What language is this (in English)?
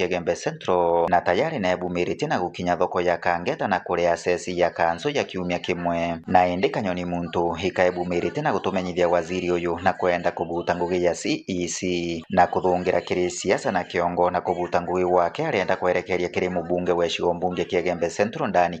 Meru